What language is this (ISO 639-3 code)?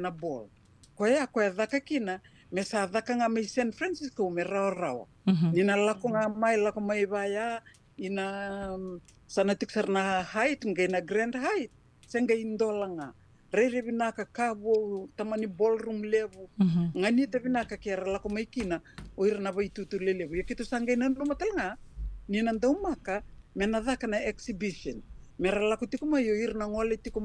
fij